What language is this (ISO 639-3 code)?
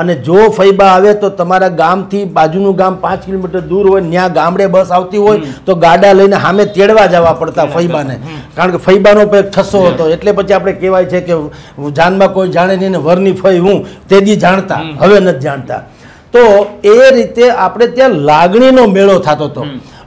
guj